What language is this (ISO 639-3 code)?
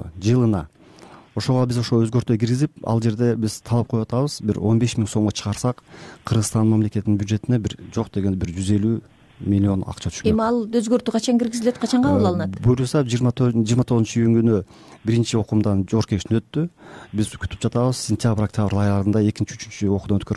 kir